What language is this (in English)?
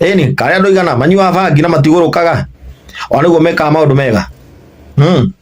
Kikuyu